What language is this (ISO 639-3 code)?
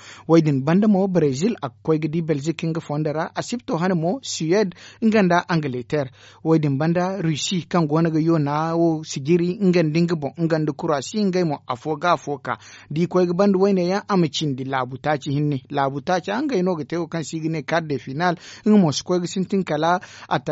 dje